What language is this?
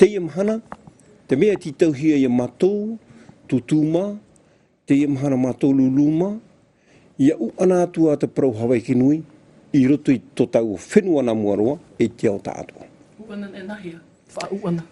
Tahitian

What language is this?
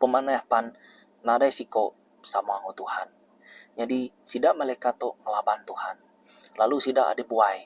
Iban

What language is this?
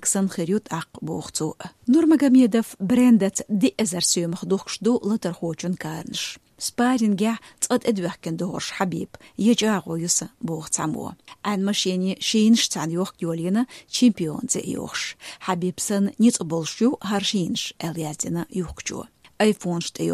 Chechen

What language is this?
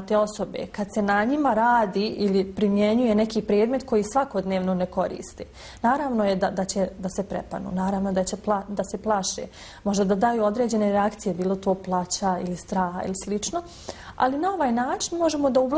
Bosnian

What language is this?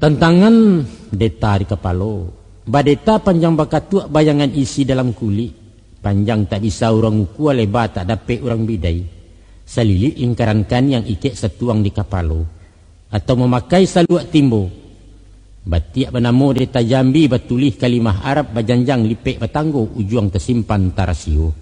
Minangkabau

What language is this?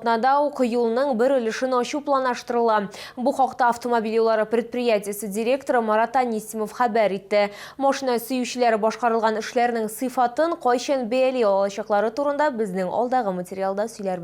Tatar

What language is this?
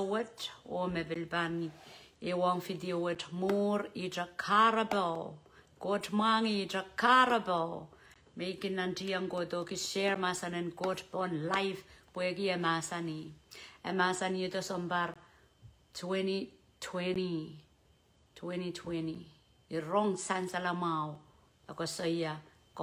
Pohnpeian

